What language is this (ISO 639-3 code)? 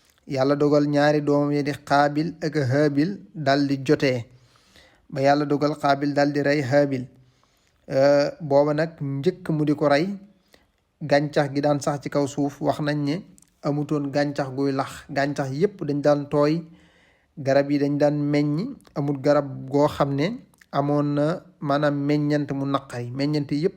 wol